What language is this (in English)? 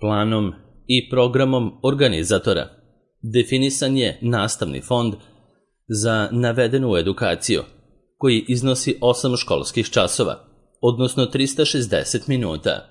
Serbian